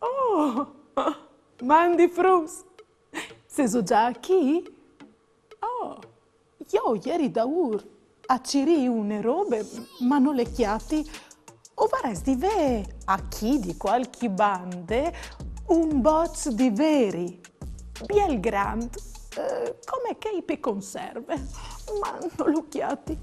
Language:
Friulian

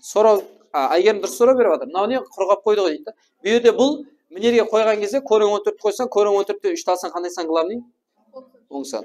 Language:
Kara-Kalpak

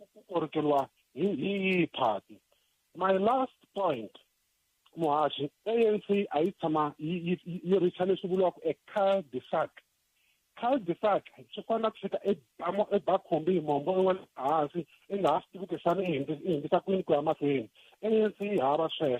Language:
Tsonga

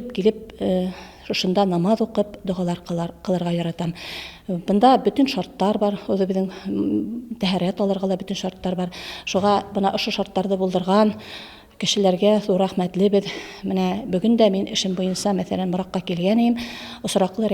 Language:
Bashkir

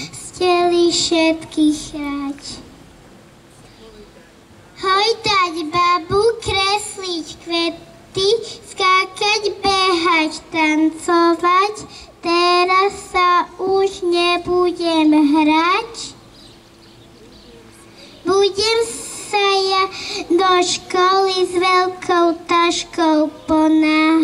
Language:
Slovak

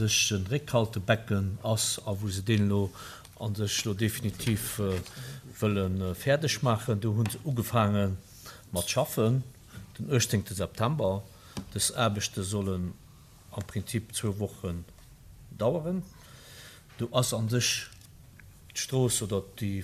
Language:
Luxembourgish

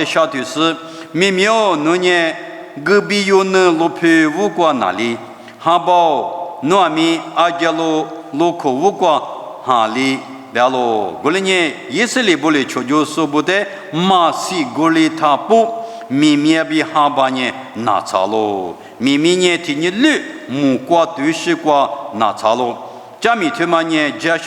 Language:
Lisu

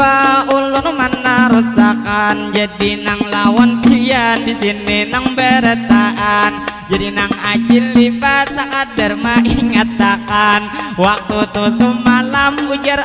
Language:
Banjar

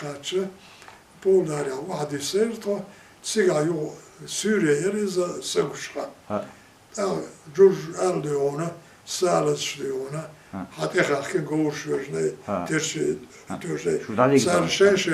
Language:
Chechen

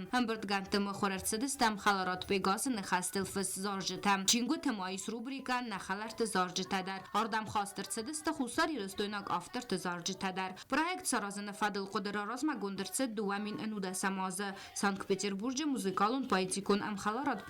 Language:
Ossetic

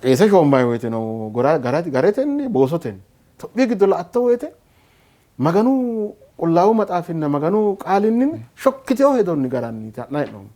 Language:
Sidamo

